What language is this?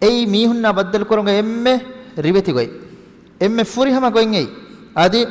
Divehi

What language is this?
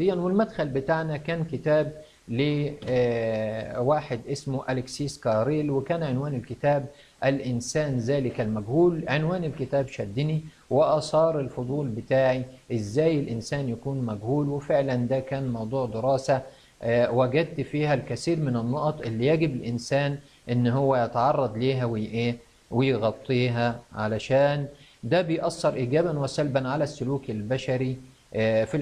Egyptian Arabic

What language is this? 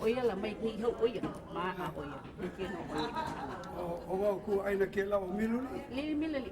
Hawaiian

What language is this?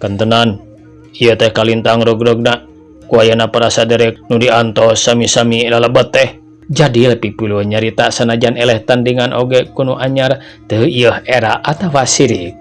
Sundanese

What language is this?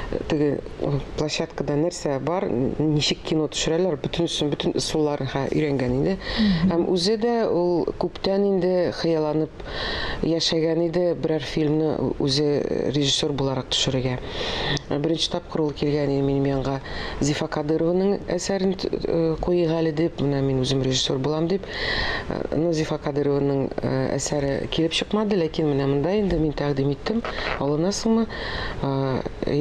Tatar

